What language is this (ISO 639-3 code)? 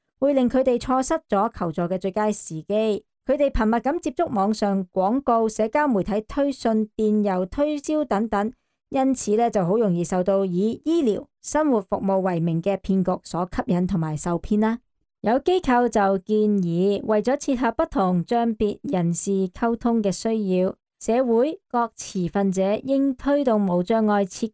yue